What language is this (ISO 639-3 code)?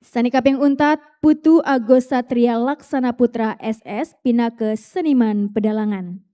ban